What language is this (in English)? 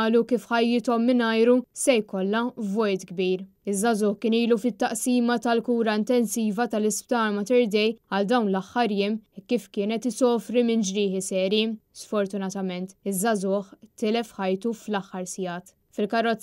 Maltese